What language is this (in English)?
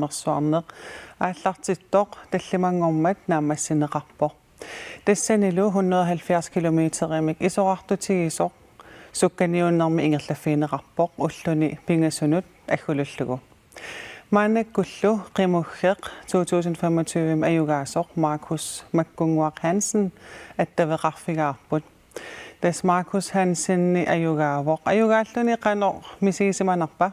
Kalaallisut